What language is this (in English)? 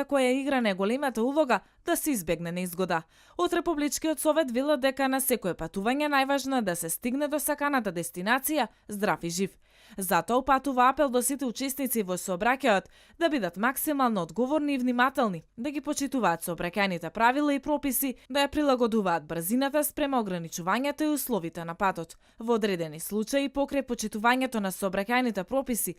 Macedonian